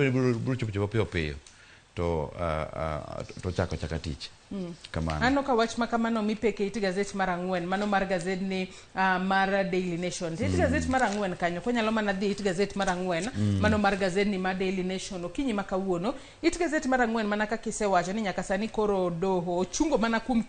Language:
Luo (Kenya and Tanzania)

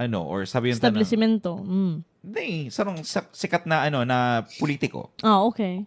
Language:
Bikol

